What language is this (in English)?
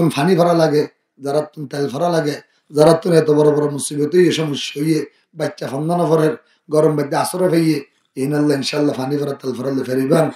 Rohingya